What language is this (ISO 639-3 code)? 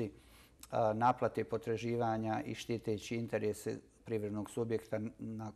bos